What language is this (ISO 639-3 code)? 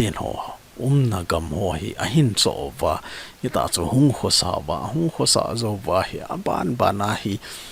tcz